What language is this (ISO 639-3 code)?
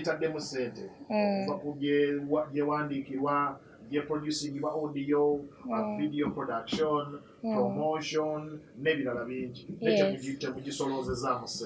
lug